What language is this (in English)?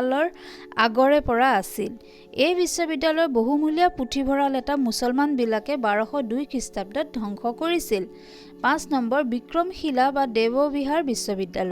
Assamese